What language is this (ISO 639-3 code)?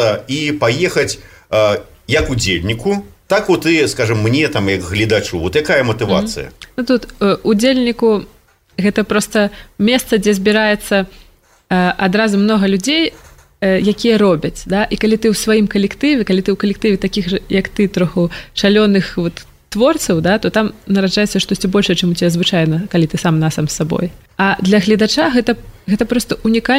bel